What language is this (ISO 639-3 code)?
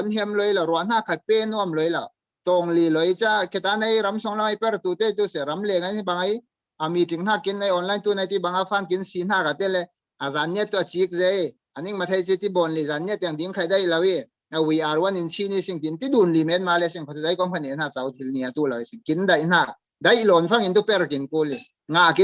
cfm